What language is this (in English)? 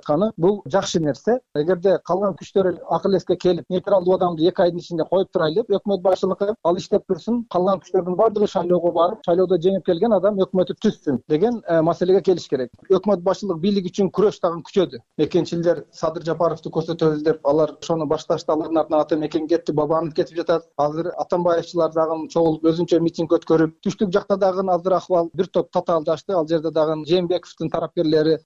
Kyrgyz